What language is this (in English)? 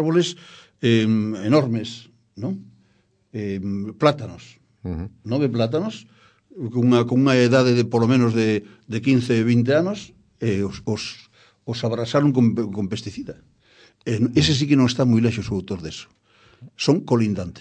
Galician